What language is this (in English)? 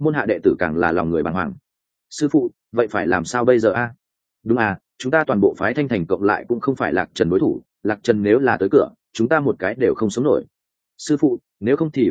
Vietnamese